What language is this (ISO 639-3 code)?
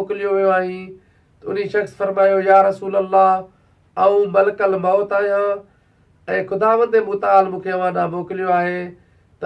snd